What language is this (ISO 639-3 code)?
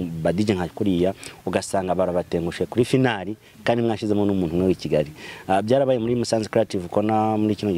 kin